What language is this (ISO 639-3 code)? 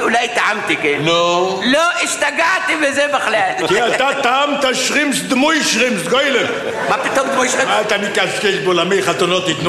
heb